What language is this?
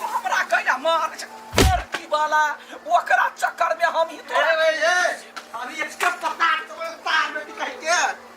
Maithili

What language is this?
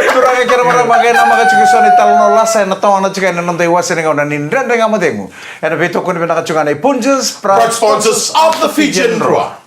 Fijian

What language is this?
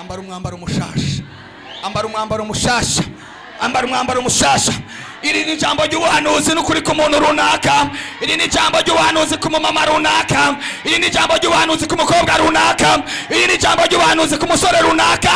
Rundi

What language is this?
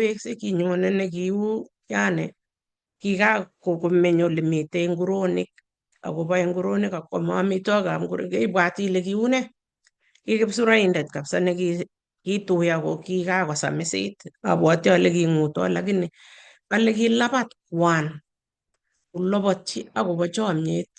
Kalenjin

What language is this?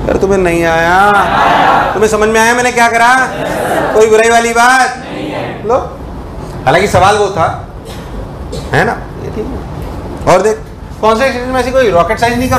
Hindi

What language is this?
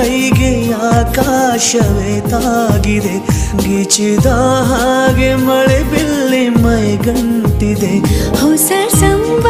Kannada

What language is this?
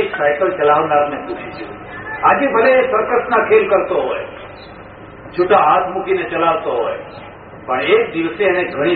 Gujarati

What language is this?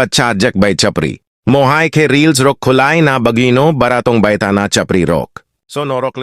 Kok Borok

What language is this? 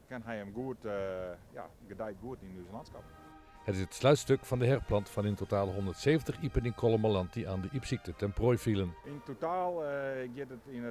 Western Frisian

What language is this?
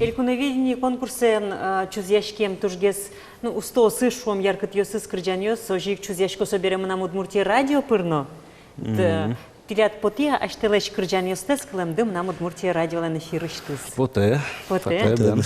Udmurt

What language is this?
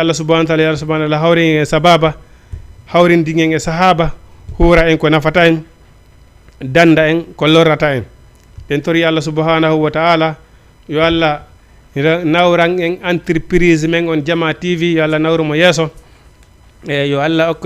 Fula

